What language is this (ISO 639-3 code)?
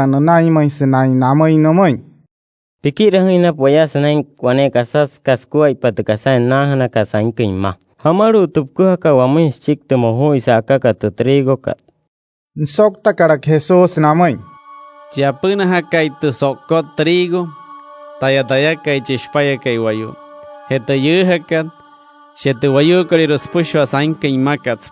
guc